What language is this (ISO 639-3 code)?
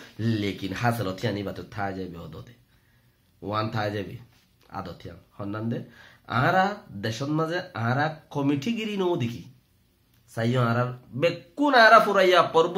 rhg